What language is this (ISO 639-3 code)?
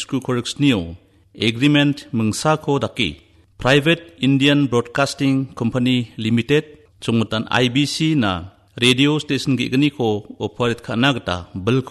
grt